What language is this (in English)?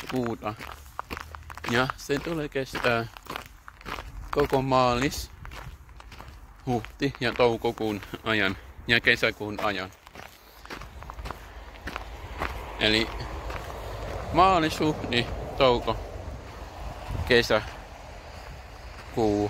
Finnish